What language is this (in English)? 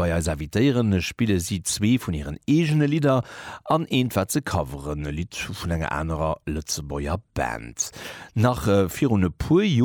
Luxembourgish